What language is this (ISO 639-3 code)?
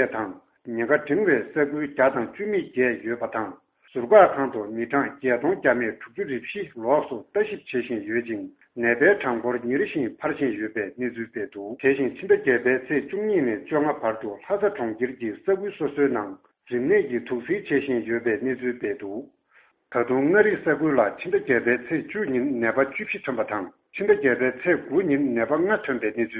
bod